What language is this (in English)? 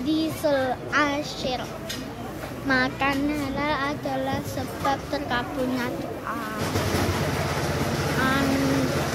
Indonesian